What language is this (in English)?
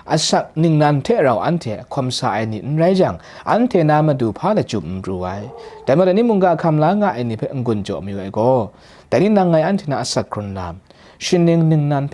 Kachin